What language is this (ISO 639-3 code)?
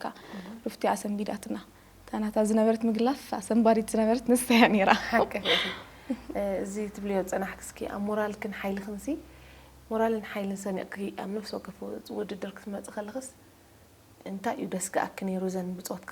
tir